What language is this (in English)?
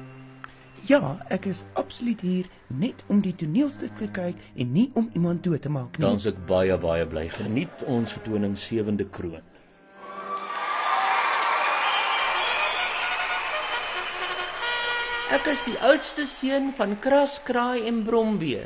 Afrikaans